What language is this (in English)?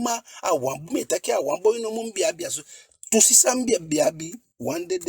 Eastern Maroon Creole